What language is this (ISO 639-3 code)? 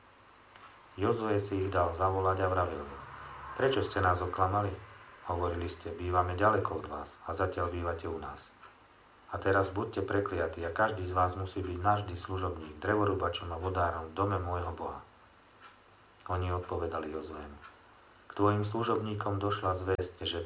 slk